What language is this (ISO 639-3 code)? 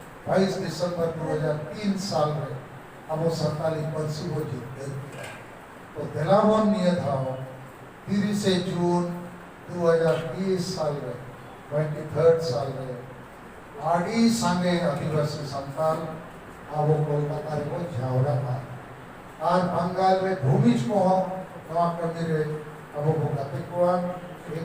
sat